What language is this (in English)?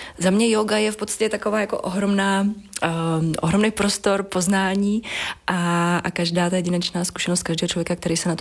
Czech